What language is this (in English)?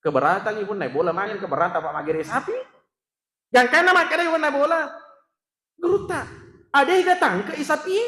Buginese